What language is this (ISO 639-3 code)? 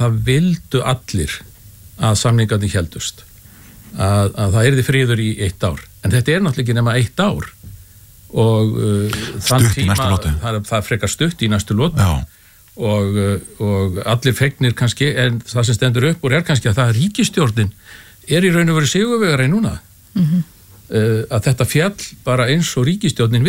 isl